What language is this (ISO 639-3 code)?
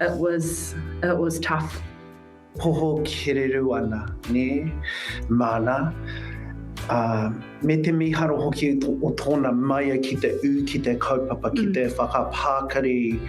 mri